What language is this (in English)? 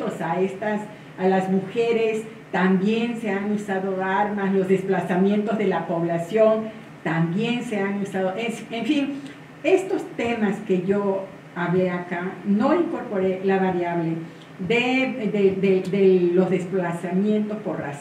Spanish